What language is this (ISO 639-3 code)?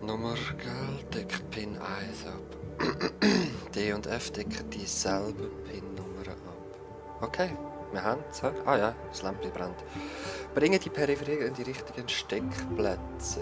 gsw